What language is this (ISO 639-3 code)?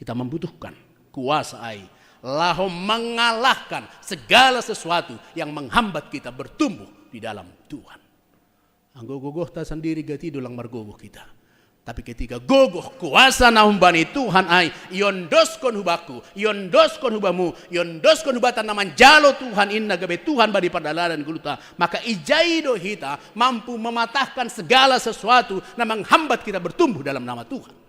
bts